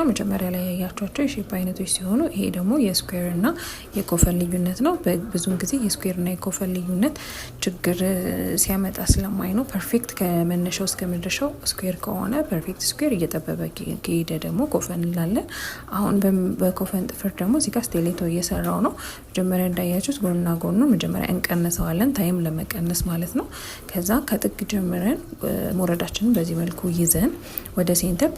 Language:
Amharic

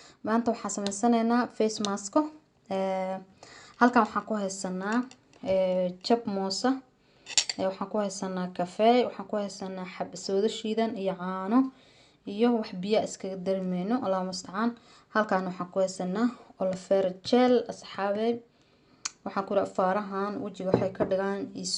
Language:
Somali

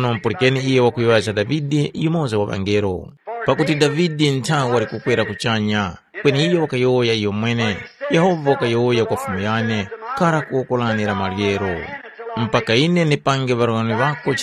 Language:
Tumbuka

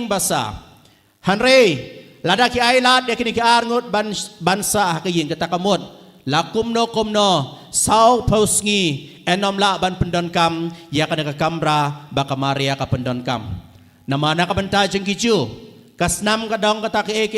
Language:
Khasi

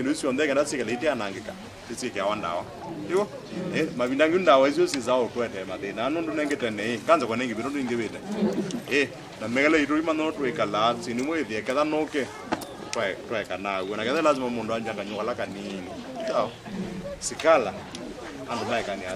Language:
Kamba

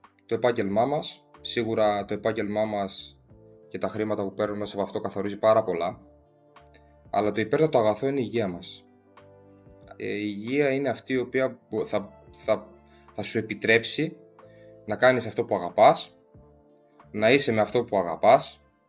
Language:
Greek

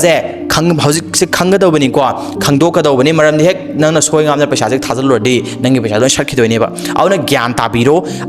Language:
Manipuri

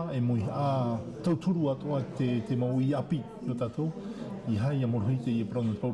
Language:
Tahitian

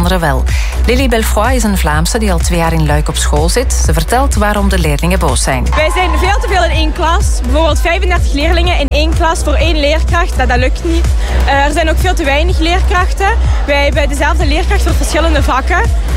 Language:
Dutch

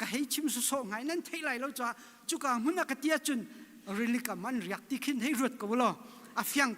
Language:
Hakha Chin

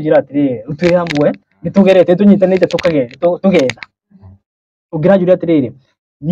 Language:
Kikuyu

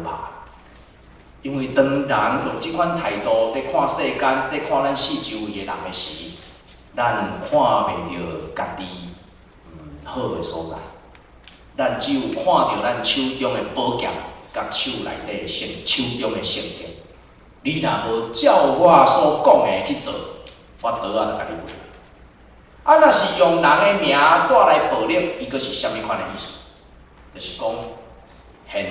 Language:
Min Nan Chinese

